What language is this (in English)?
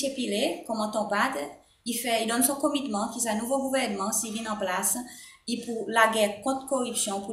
Seselwa Creole French